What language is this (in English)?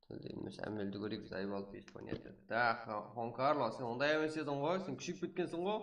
Kara-Kalpak